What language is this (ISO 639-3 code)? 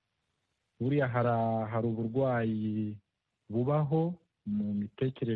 kin